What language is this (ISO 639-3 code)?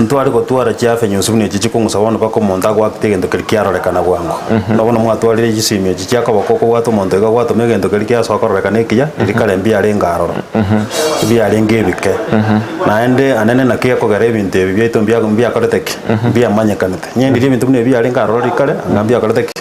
guz